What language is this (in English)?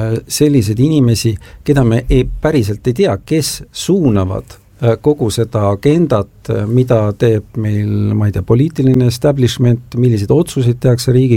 Estonian